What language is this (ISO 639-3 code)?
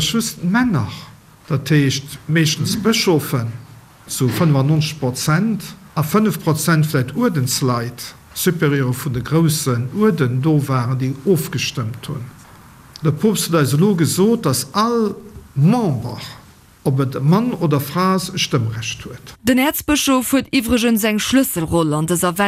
ltz